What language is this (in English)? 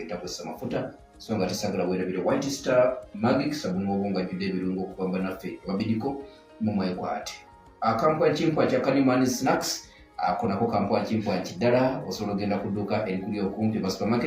Ganda